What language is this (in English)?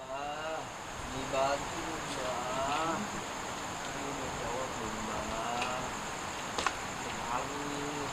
Betawi